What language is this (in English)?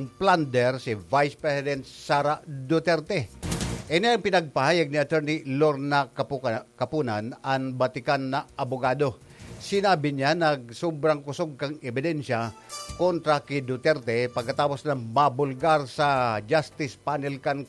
Bikol